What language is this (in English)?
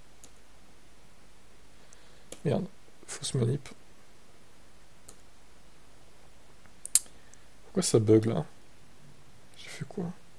French